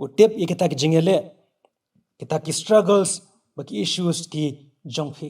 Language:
Khasi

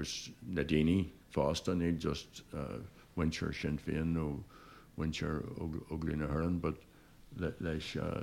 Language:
Irish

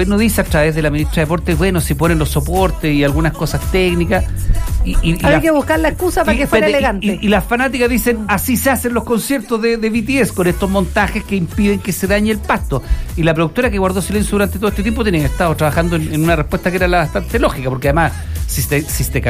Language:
Spanish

